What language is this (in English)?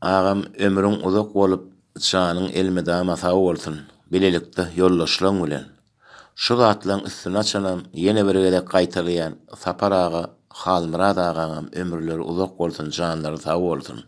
Turkmen